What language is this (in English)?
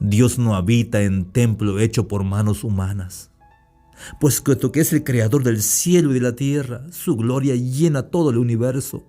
Tzeltal